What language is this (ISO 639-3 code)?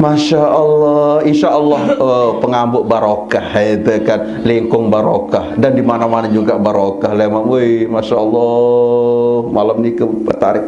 sas